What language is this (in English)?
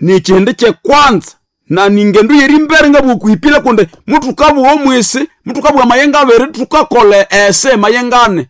Nande